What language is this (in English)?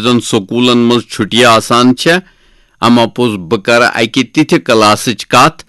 Kashmiri